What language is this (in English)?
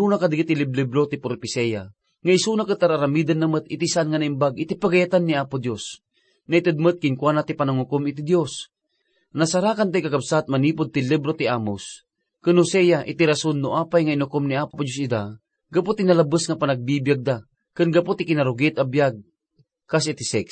Iloko